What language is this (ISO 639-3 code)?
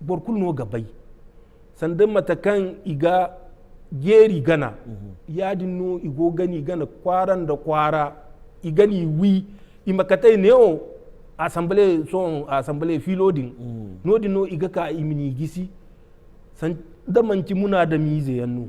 dje